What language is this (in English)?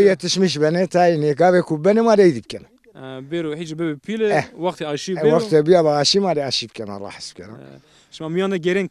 Zaza